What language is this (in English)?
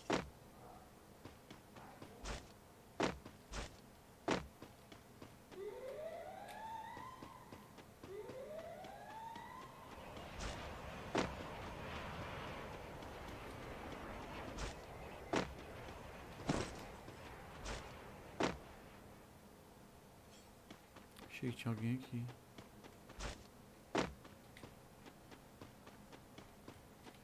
Portuguese